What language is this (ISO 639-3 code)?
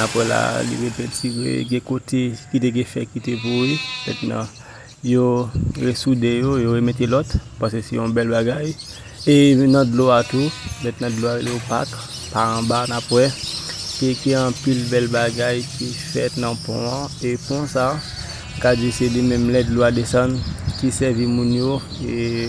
hat